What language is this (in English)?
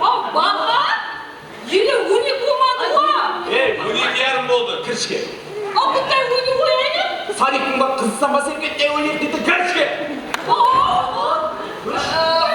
Kara-Kalpak